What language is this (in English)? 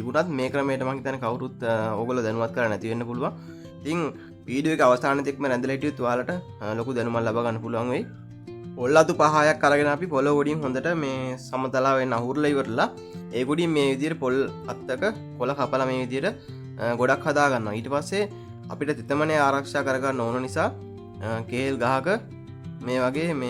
Sinhala